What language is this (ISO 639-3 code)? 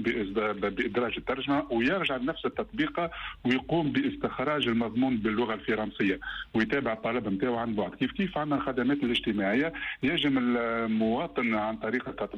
aeb